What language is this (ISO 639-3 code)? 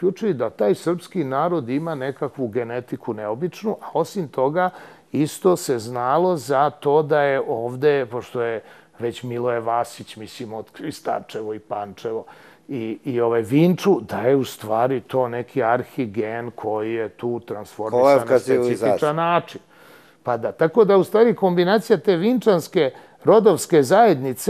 srp